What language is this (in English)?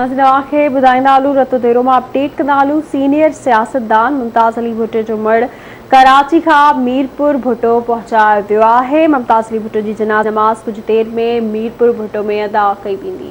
Sindhi